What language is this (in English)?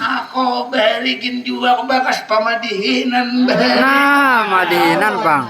Banjar